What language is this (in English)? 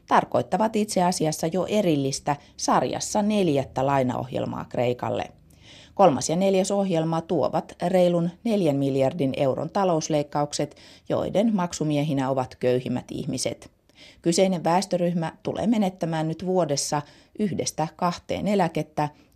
Finnish